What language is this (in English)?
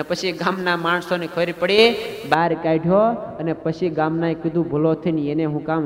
Gujarati